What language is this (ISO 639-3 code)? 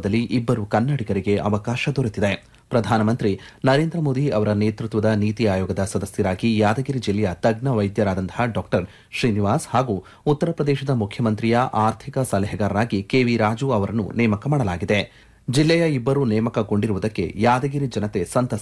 kan